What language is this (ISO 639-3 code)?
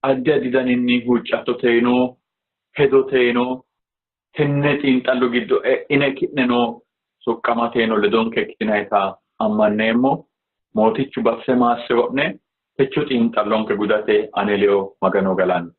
sid